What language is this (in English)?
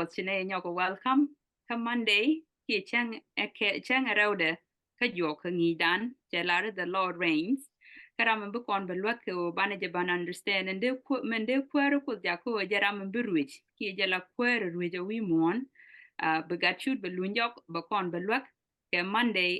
Nuer